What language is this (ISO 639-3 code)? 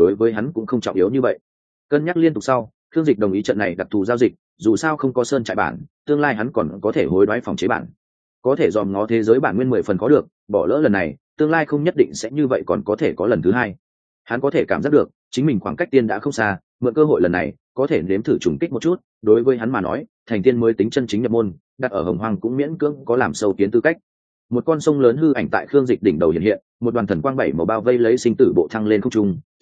vie